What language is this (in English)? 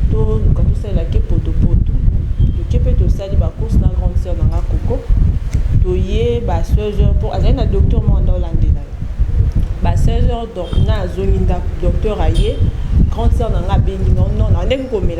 Lingala